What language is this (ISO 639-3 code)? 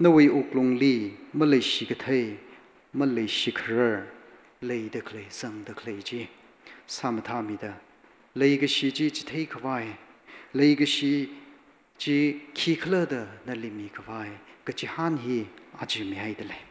nmf